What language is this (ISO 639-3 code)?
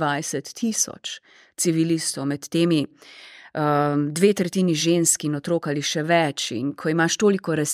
slv